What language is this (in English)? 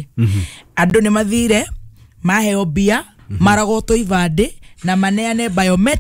Kikuyu